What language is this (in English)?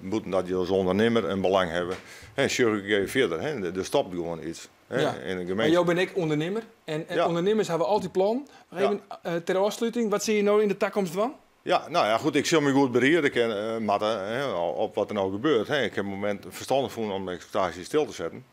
Western Frisian